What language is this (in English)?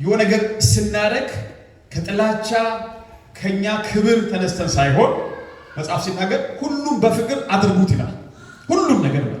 Amharic